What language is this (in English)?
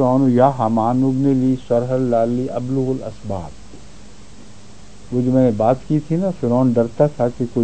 Urdu